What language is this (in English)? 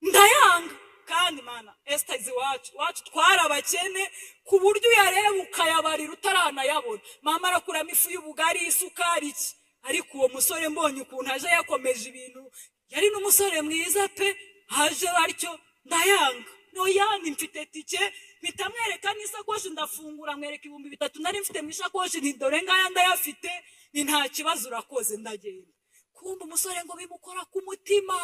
Kinyarwanda